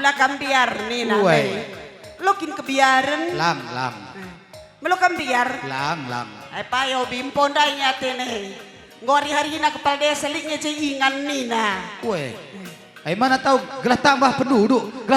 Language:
Batak Karo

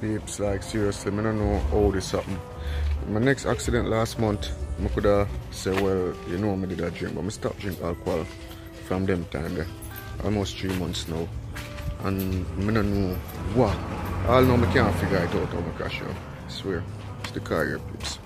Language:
Jamaican Creole English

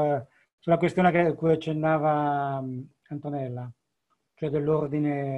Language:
Italian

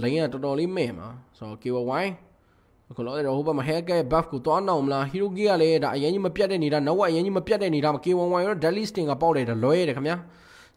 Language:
Burmese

